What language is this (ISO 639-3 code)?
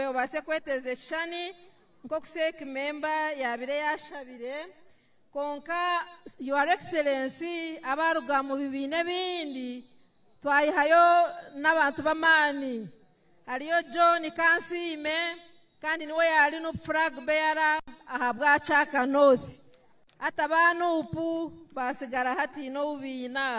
nyn